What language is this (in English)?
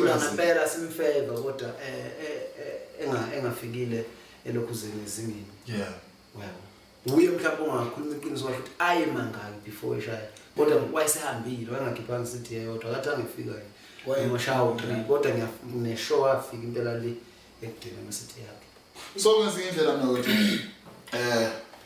Zulu